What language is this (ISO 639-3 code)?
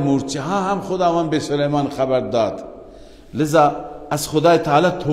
fas